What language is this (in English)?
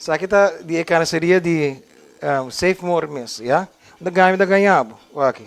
Papiamento